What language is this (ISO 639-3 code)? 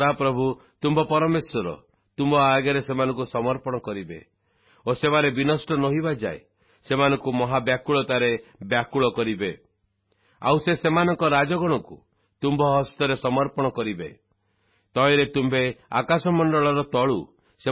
ori